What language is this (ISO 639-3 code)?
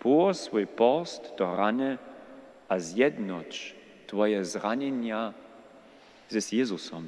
hsb